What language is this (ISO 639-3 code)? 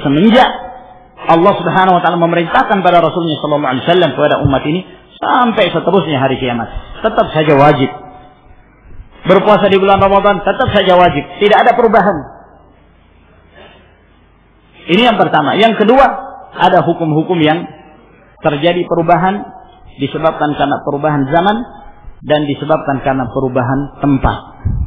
ind